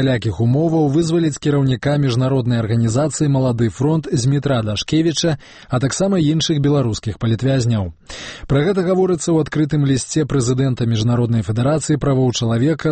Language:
Belarusian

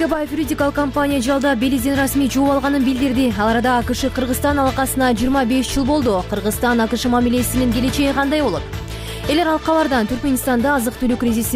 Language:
Kyrgyz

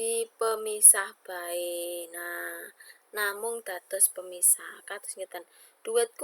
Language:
Javanese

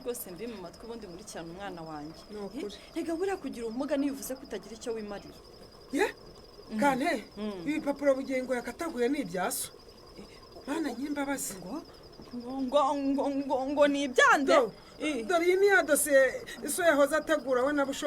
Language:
Kinyarwanda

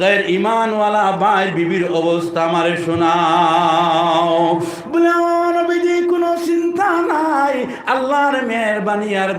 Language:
Sylheti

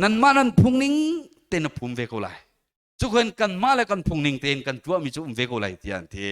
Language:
Hakha Chin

